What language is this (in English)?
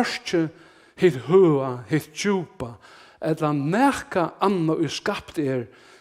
Faroese